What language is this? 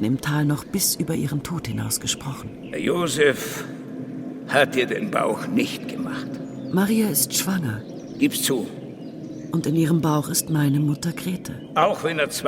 Swiss German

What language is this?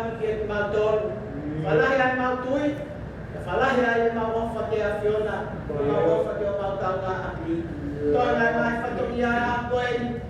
Tongan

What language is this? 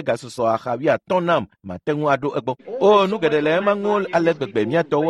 Ewe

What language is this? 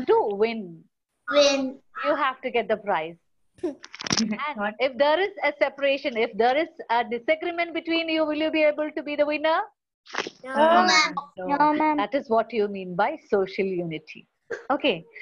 English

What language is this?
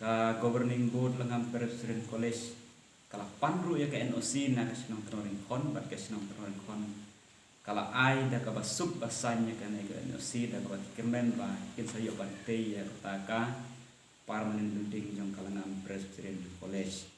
Khasi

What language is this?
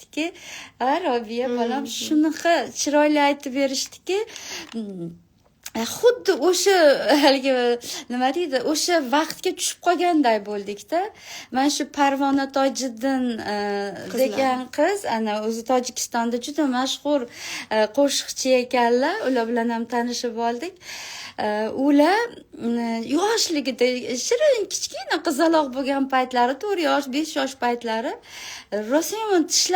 Uzbek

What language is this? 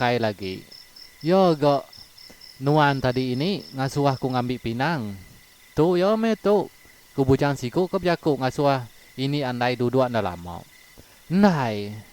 Iban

